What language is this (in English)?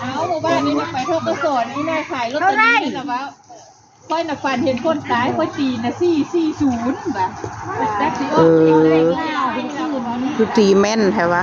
Northeastern Thai